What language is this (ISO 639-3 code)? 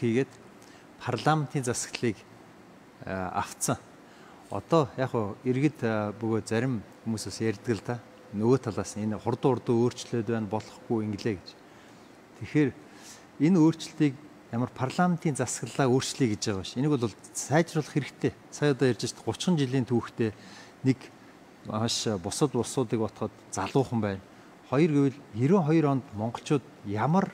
mon